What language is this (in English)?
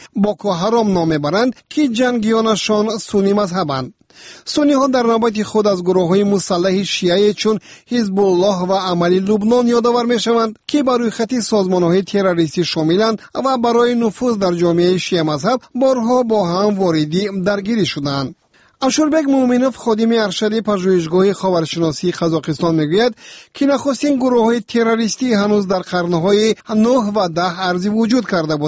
Persian